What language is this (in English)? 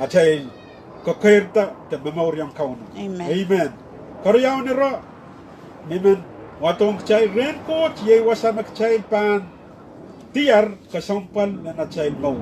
Pohnpeian